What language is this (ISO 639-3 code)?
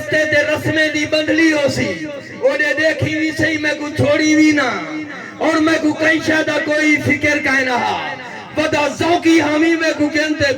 skr